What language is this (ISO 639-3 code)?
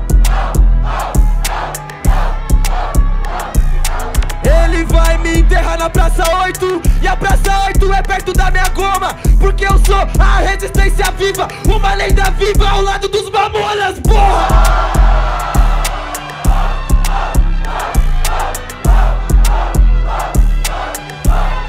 por